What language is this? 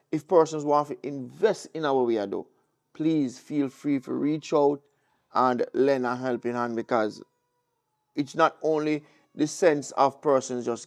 Jamaican Creole English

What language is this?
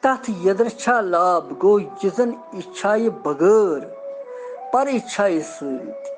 Kashmiri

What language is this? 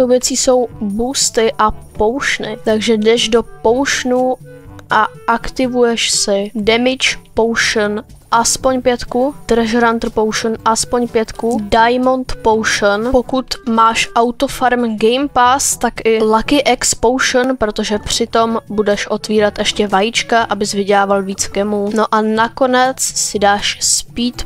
Czech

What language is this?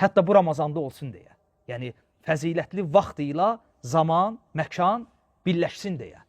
Azerbaijani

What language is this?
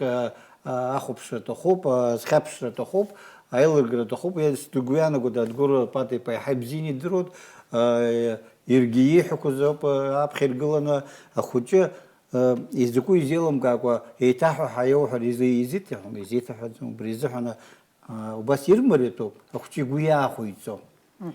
Abkhazian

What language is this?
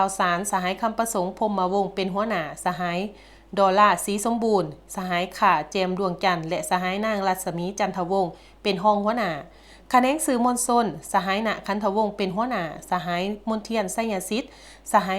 Lao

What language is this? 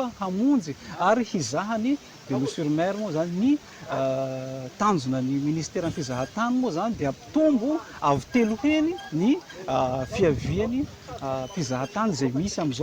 Malagasy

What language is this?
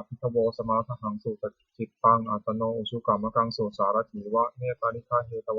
Pali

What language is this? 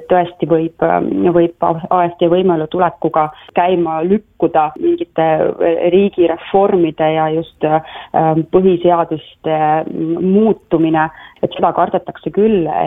Estonian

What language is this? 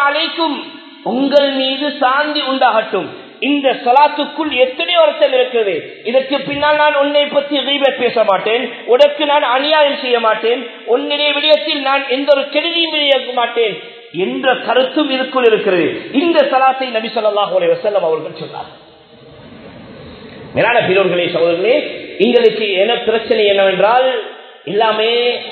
Tamil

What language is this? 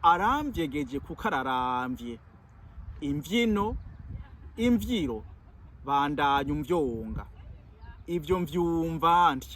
Rundi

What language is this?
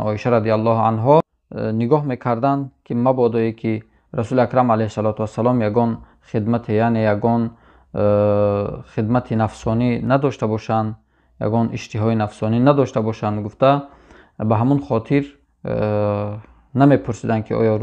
Tajik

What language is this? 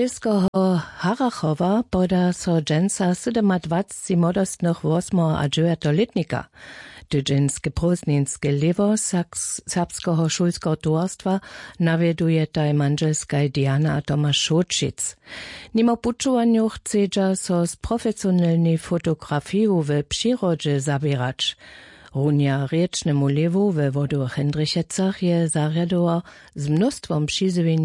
Upper Sorbian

